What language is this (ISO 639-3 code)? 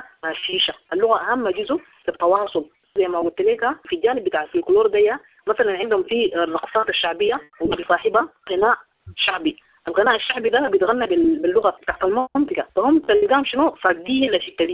apd